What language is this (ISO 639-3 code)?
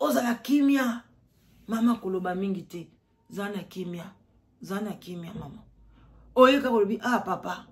lin